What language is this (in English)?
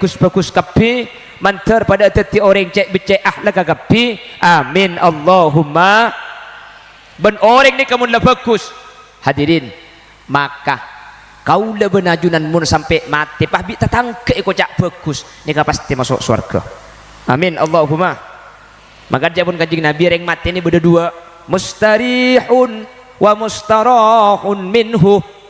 Madurese